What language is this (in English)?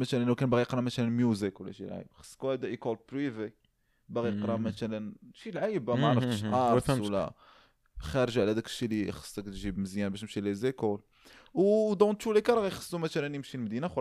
Moroccan Arabic